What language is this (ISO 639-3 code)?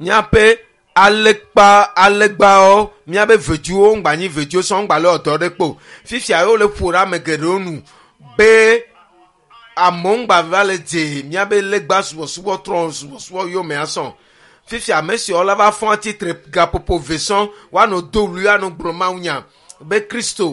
ewe